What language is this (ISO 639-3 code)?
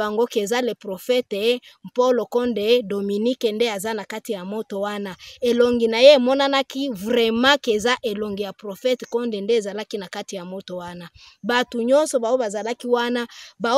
lin